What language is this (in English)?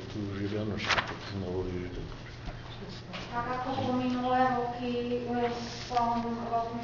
Slovak